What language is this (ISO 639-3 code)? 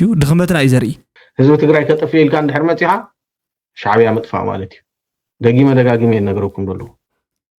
tir